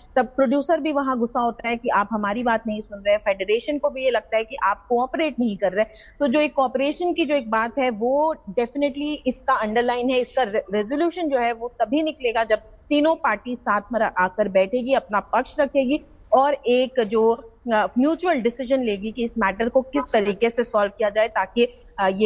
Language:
Hindi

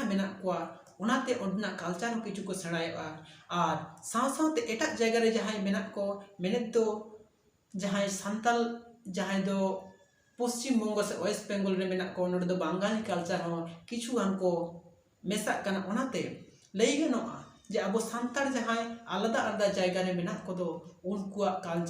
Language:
Santali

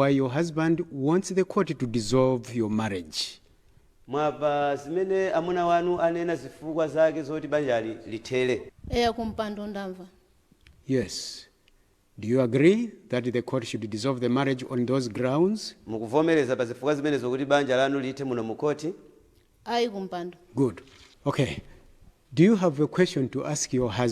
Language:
Nyanja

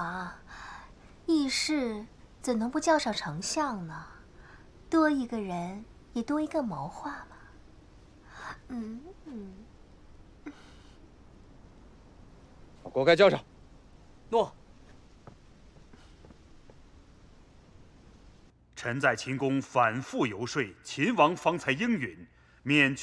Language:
Chinese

